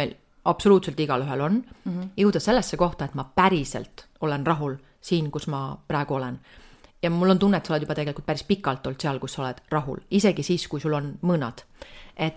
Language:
Estonian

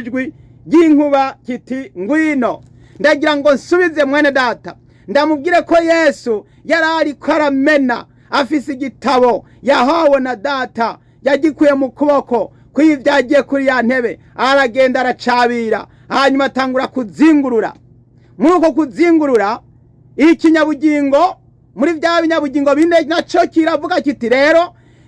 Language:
Rundi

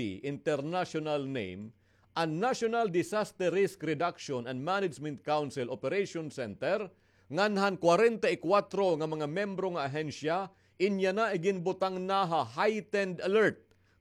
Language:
Waray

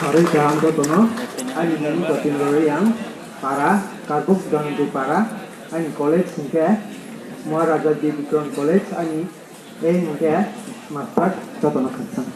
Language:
Riang (India)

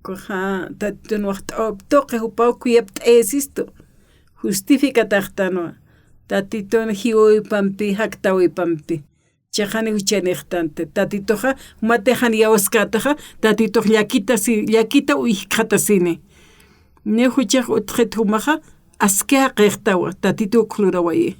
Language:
Aymara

